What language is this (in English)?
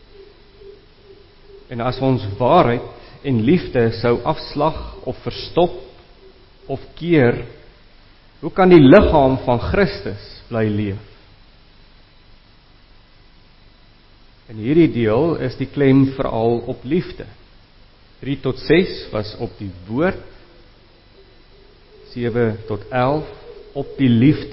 Afrikaans